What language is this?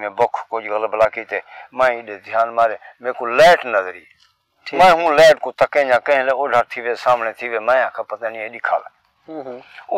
Saraiki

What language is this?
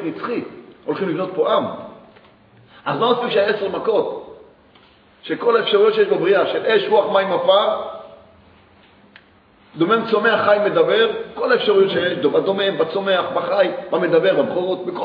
Hebrew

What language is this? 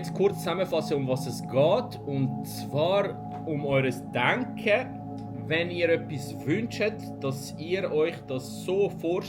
Swiss German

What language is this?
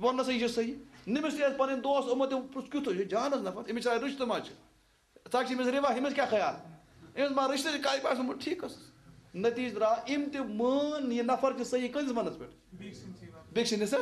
Kashmiri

